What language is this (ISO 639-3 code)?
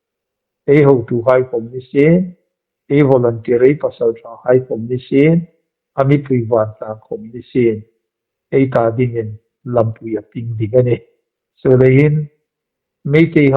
hmr